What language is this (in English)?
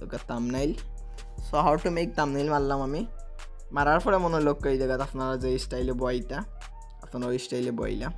Sylheti